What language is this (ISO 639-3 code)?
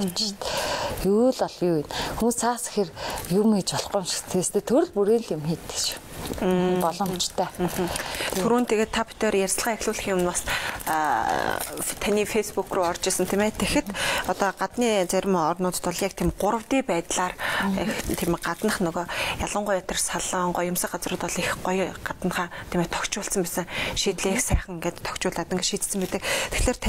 mon